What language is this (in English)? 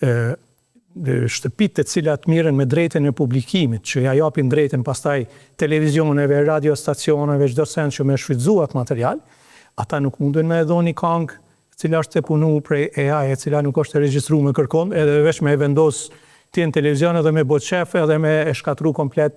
Albanian